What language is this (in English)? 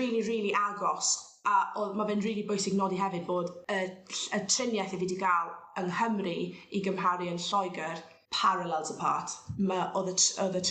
Welsh